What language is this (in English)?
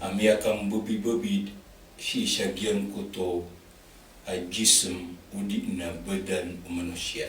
Maranao